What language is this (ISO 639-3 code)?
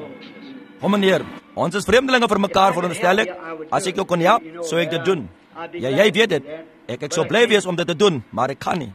afr